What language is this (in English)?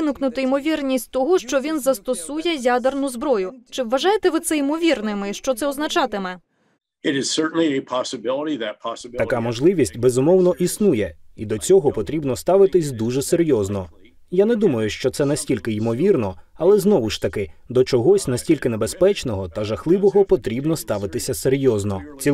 Ukrainian